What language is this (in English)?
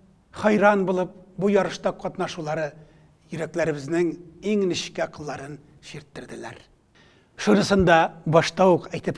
Tatar